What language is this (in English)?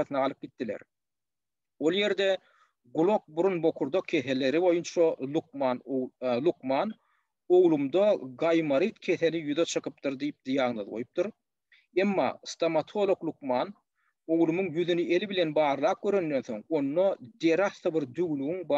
Turkmen